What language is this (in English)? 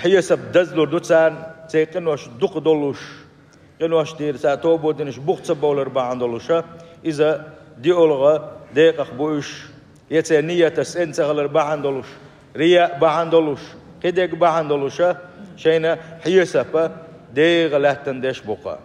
Chechen